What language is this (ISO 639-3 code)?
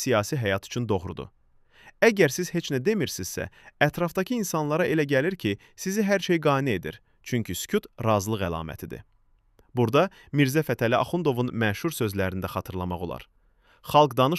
aze